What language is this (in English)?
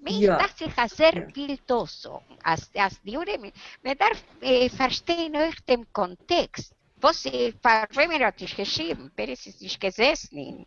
Yiddish